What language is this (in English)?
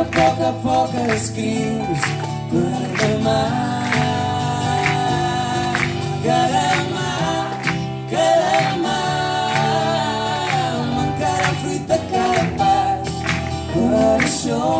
Catalan